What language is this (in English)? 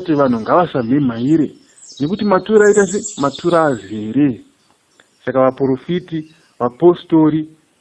Shona